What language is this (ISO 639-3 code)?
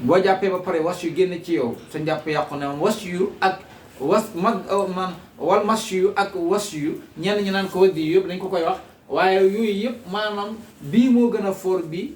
wol